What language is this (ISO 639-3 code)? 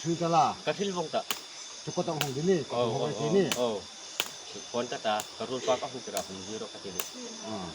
hmr